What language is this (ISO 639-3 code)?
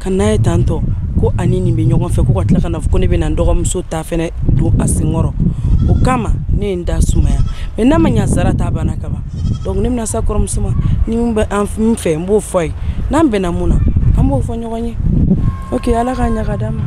bam